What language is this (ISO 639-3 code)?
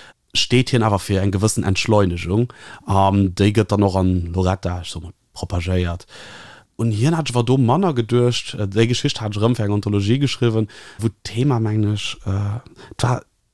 ltz